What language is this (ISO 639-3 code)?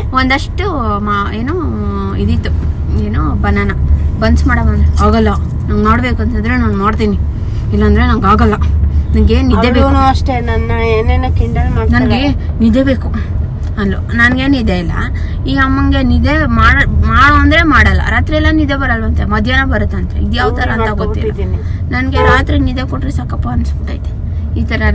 kan